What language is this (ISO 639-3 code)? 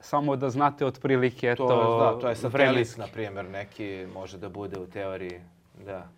srp